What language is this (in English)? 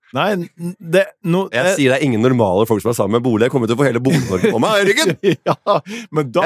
Norwegian